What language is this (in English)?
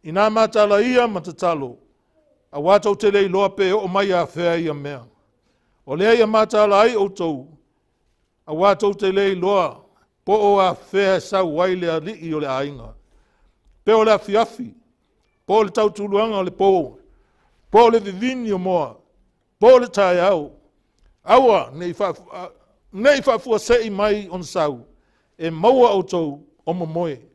Samoan